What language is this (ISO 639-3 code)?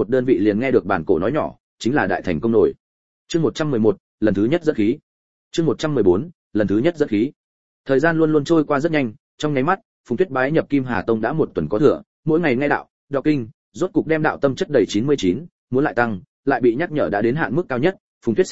vie